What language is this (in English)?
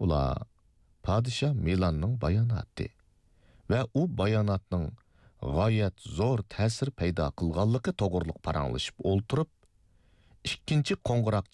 Uyghur